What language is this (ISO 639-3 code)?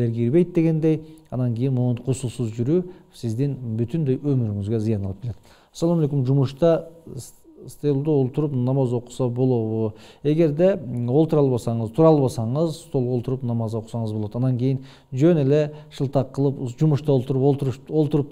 kir